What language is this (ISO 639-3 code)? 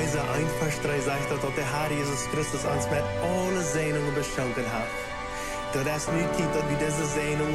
pdt